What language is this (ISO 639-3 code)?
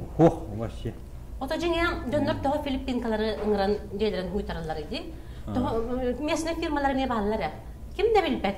sah